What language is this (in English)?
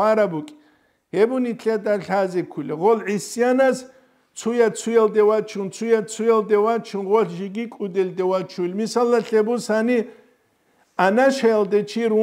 Avaric